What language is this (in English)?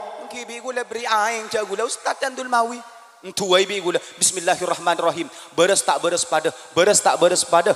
Madurese